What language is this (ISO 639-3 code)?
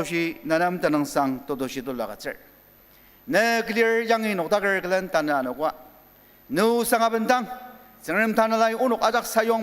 njo